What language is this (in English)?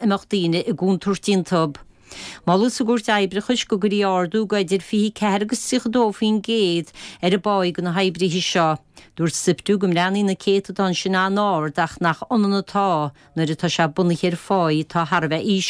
Irish